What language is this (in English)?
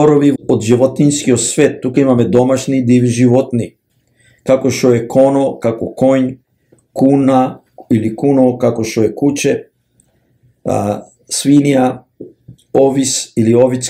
Macedonian